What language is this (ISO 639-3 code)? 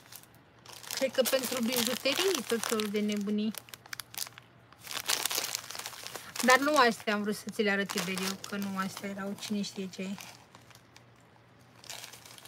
ron